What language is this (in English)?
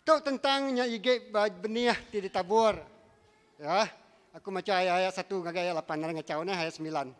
Iban